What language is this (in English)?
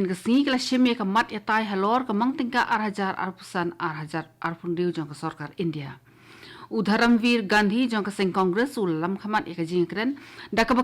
Khasi